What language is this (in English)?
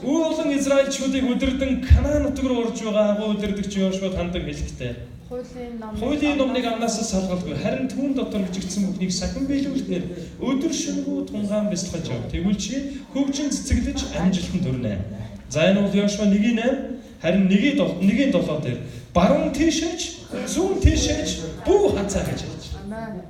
Mongolian